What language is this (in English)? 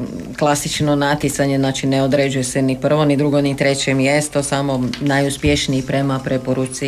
Croatian